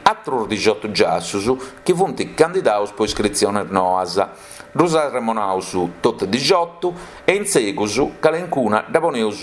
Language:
Sardinian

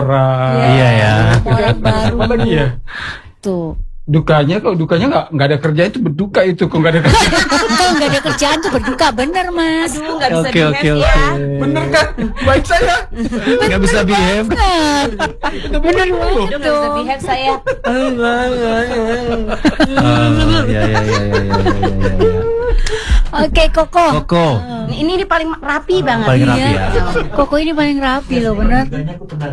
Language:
Indonesian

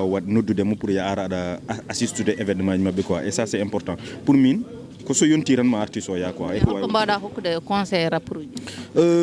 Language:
Fula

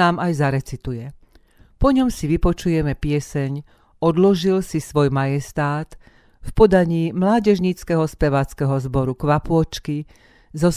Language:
Slovak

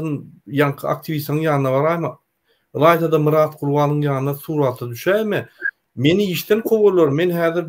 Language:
Turkmen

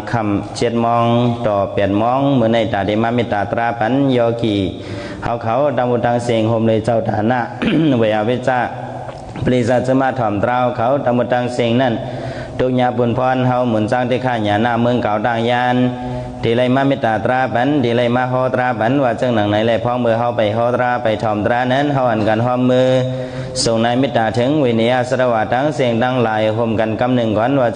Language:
Shan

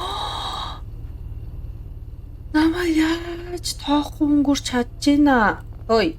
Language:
Mongolian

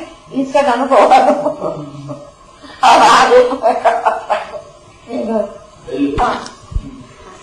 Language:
Telugu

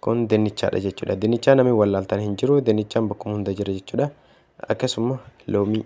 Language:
Oromo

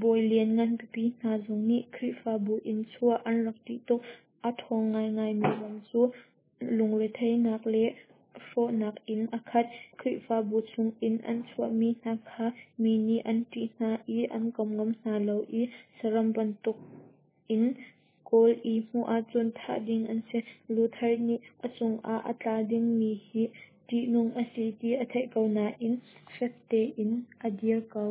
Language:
Hakha Chin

